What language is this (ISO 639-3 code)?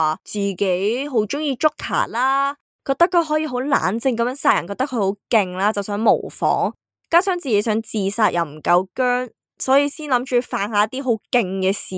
yue